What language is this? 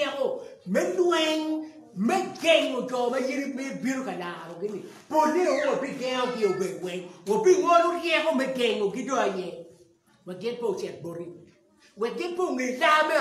Acoli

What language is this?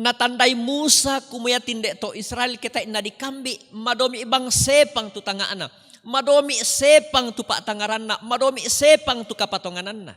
Toraja-Sa'dan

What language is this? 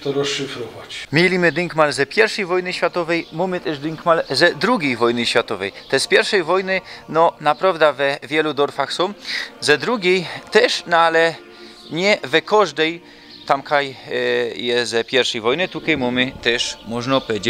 Silesian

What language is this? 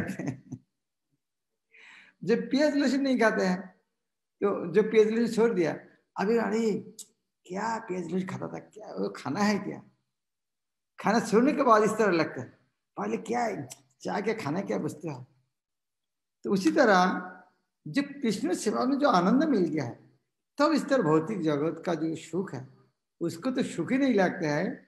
Hindi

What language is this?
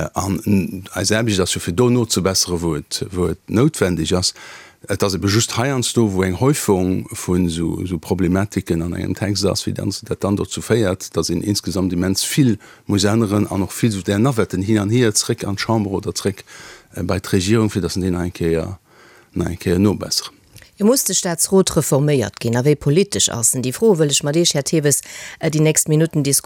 Luxembourgish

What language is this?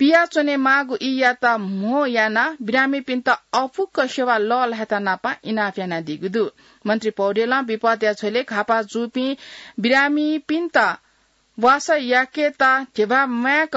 Newari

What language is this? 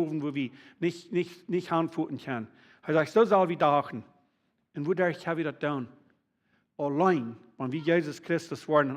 Plautdietsch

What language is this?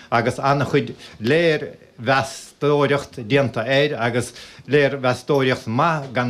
Irish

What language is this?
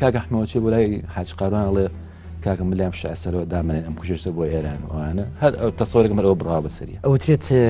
Central Kurdish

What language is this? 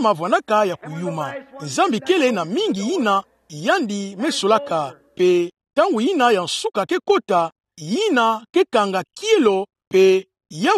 Kituba (Democratic Republic of Congo)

